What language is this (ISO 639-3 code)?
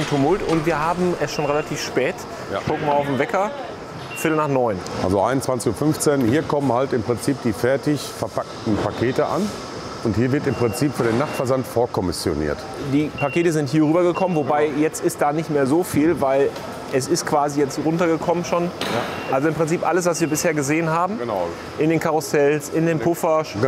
deu